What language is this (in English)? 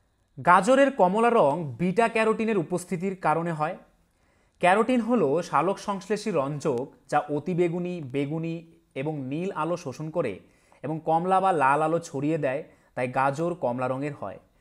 Bangla